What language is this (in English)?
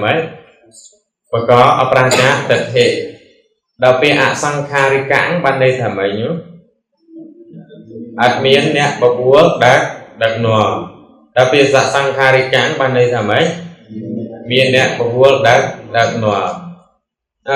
Khmer